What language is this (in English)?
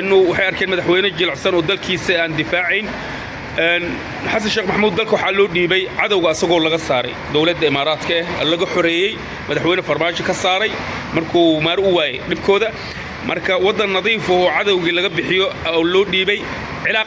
Somali